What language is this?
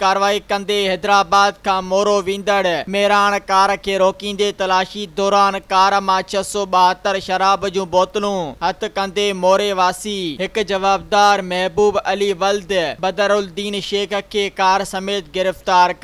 Sindhi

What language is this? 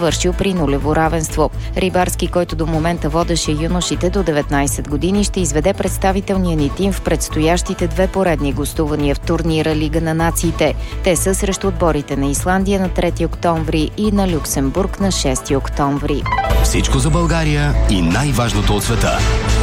Bulgarian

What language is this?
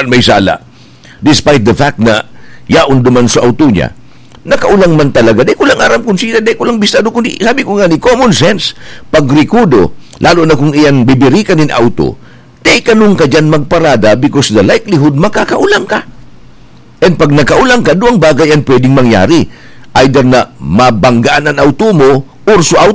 Bikol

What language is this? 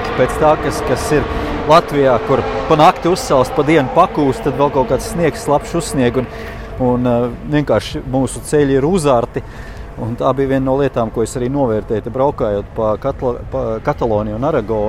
Latvian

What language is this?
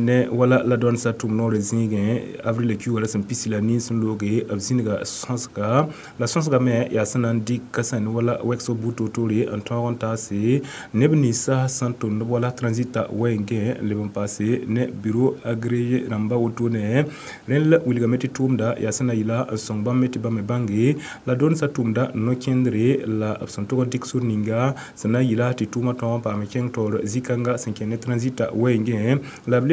Mossi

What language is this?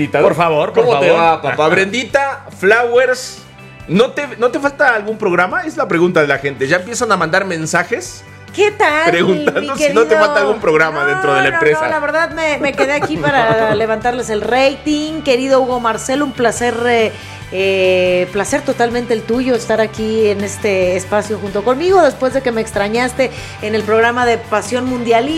Spanish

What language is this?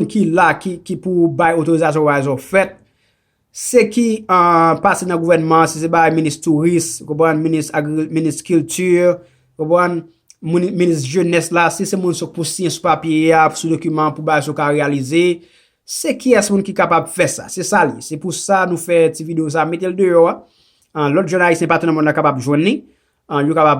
Haitian Creole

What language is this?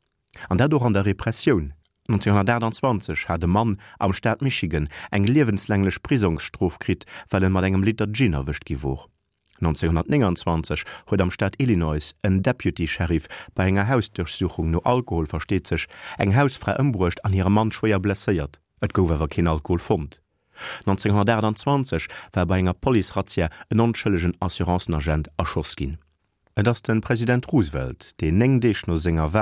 Luxembourgish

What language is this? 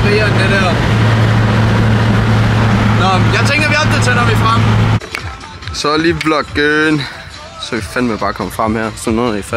Danish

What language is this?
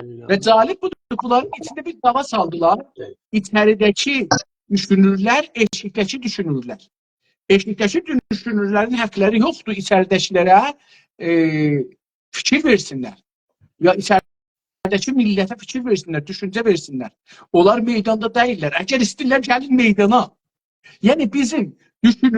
South Azerbaijani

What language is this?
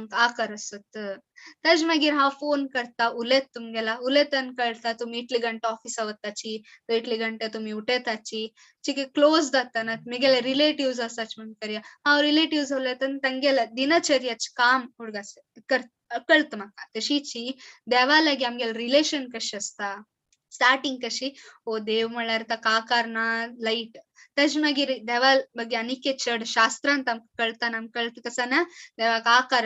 Konkani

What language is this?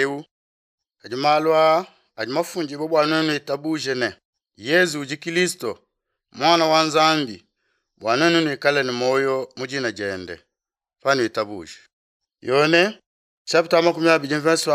Luba-Lulua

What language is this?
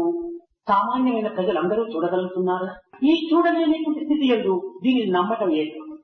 Telugu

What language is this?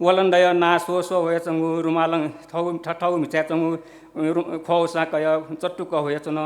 Newari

